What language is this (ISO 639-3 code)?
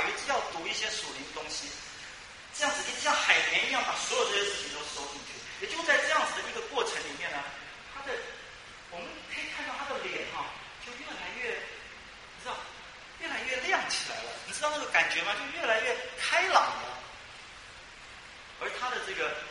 zho